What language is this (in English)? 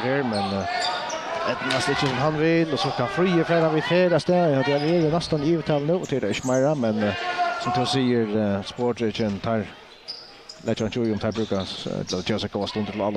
Faroese